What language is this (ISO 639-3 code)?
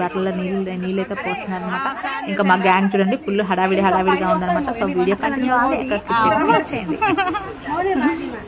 tel